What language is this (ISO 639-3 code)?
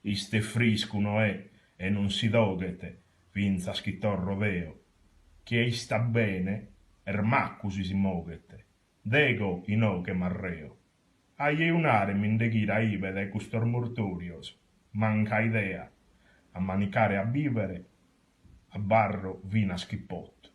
srd